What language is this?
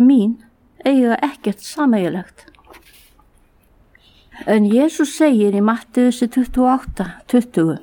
Icelandic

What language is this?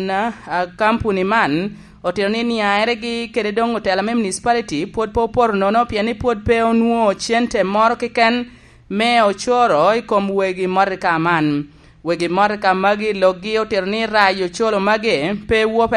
Lango (Uganda)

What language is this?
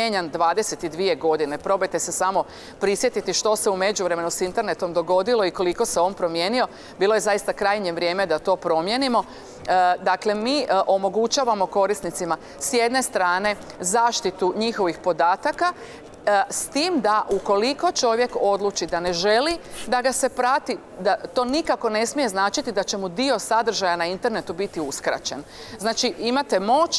Croatian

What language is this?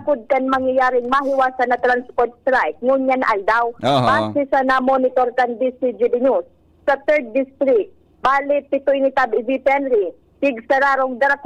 Bikol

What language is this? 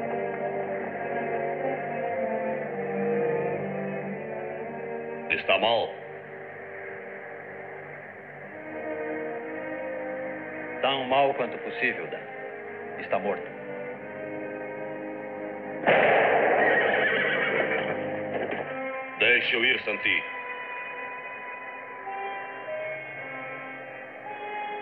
Portuguese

